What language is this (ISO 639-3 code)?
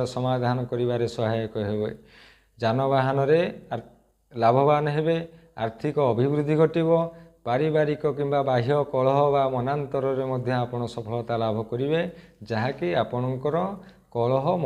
ori